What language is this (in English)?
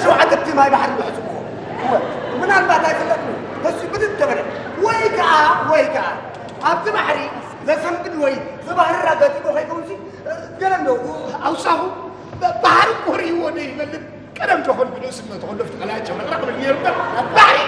Tigrinya